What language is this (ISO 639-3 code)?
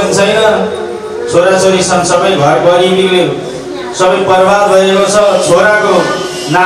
nep